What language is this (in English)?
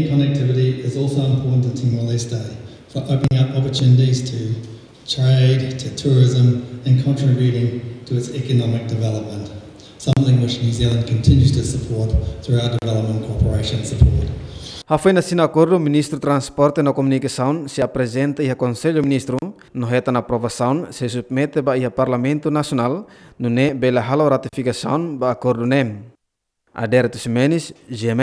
Tetum